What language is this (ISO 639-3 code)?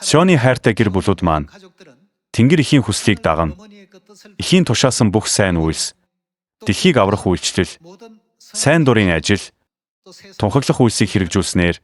mon